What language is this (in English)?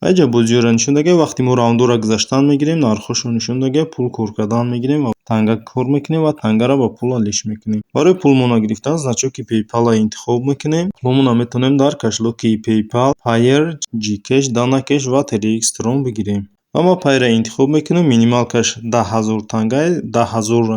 Tajik